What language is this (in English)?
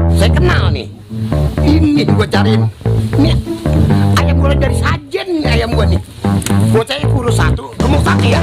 Betawi